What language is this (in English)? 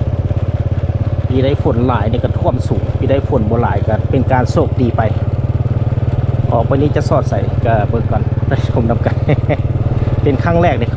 Lao